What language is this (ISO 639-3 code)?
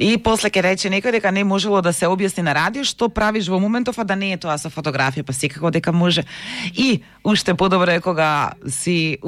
mkd